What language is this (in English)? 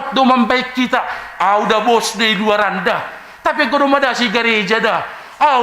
Batak Simalungun